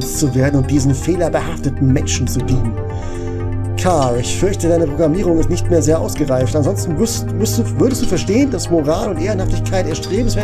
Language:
German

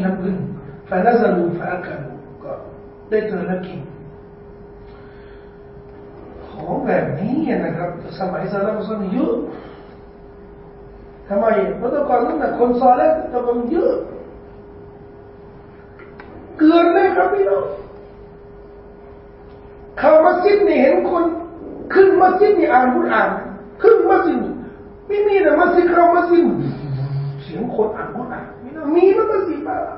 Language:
Thai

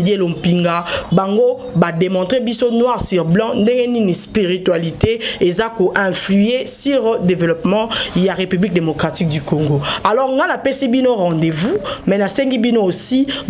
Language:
Lingala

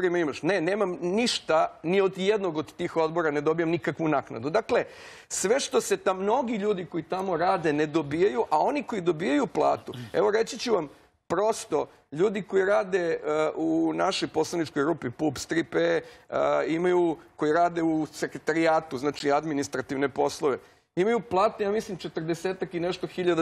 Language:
Serbian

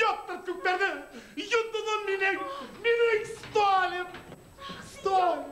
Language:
Bashkir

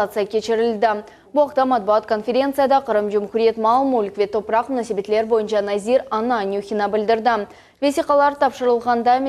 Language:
Crimean Tatar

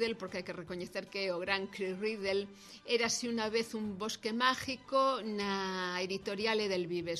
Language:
Galician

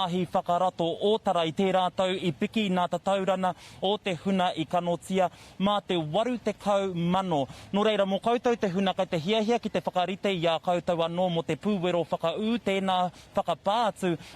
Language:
Māori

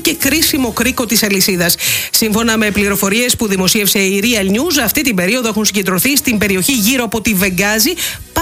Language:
Greek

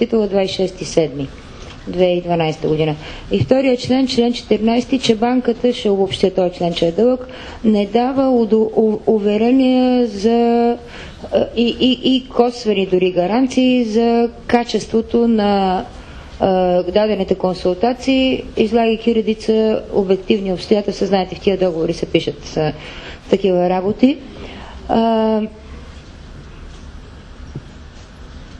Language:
Bulgarian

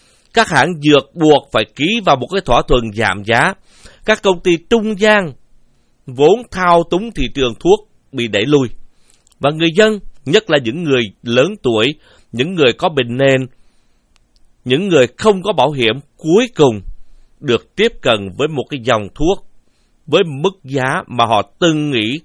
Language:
Vietnamese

